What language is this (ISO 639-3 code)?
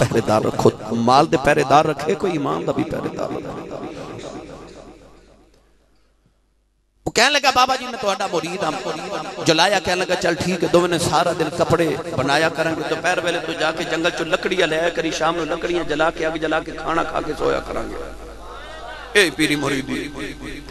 lah